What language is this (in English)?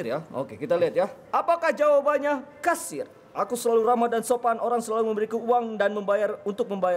Indonesian